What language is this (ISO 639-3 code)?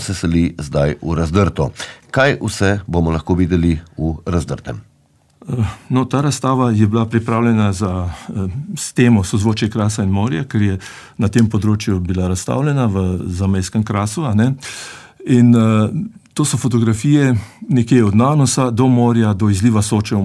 slv